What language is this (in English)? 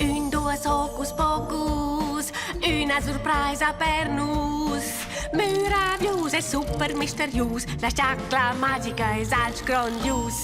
Romansh